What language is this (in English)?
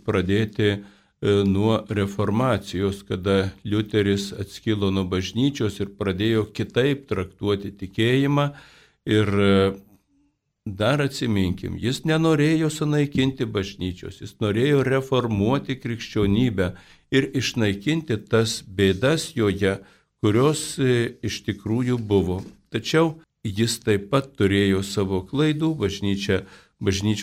Lithuanian